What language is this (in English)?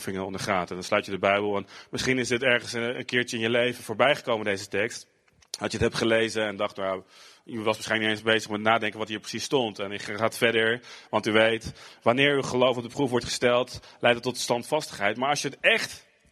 Dutch